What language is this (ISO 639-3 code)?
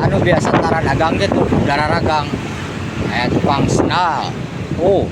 sun